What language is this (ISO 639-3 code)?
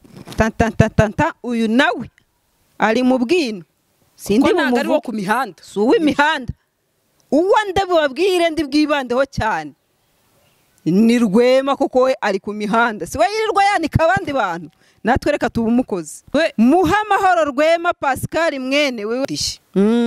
kin